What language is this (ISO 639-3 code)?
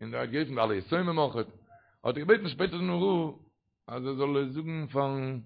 yid